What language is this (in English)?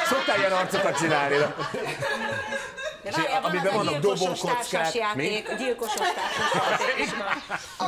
Hungarian